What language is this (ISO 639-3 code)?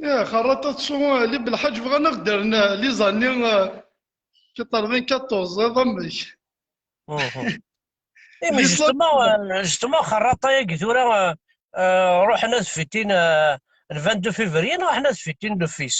kab